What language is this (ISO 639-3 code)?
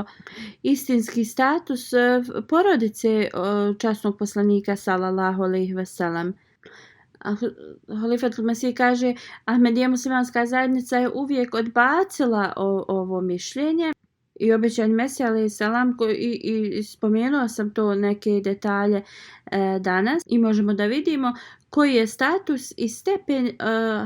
bos